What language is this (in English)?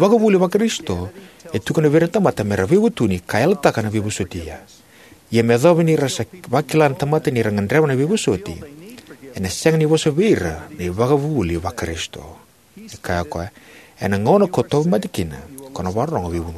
Fijian